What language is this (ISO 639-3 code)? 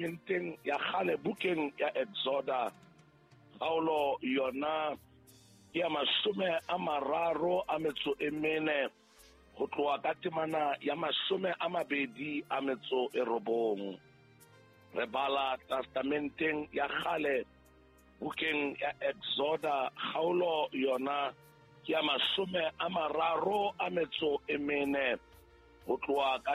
sot